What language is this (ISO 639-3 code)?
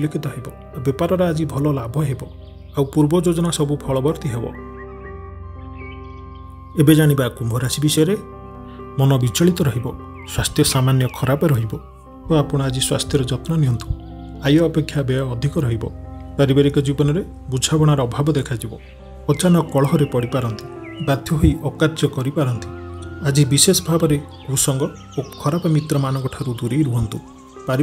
ori